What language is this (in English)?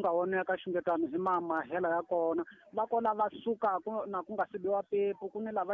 Tsonga